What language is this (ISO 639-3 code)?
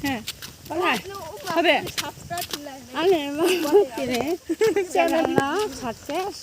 trp